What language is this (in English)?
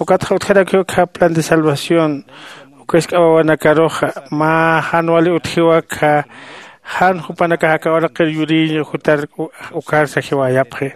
Aymara